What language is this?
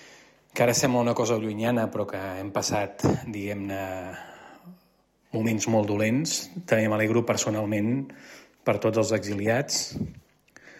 Catalan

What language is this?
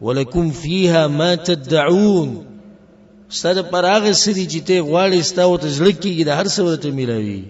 Pashto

